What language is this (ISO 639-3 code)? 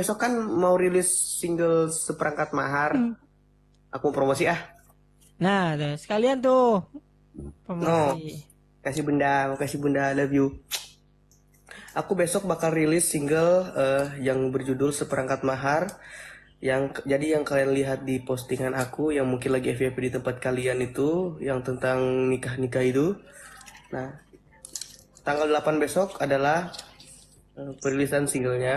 ind